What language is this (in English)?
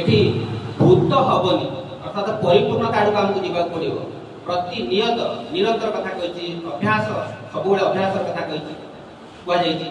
Odia